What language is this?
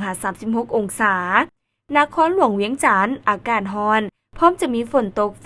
Lao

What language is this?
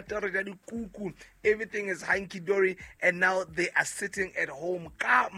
Southern Sotho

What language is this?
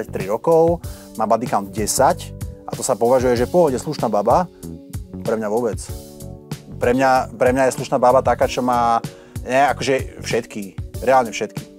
Slovak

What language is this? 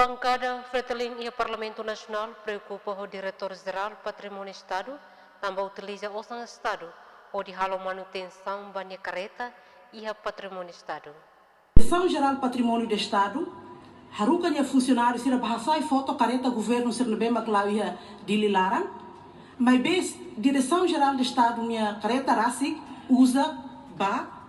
Tetum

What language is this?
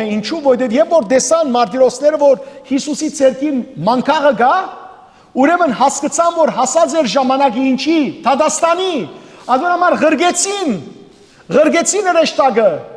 Western Armenian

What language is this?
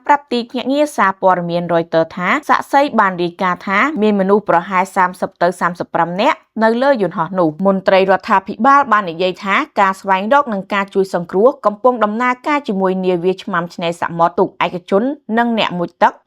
Khmer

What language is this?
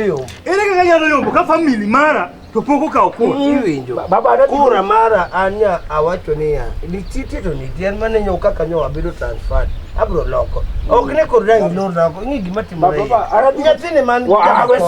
Luo (Kenya and Tanzania)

